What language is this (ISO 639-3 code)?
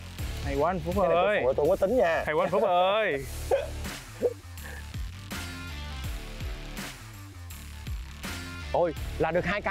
vie